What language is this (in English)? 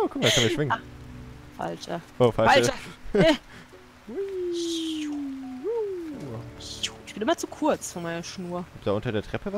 German